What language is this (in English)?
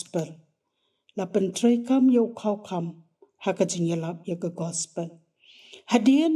Khasi